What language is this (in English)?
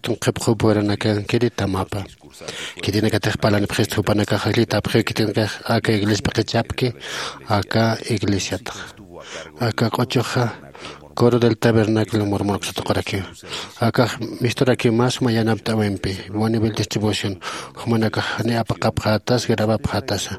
Aymara